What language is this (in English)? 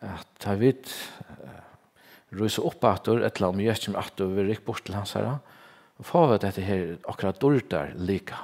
Faroese